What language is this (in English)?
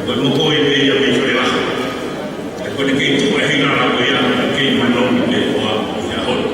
Tongan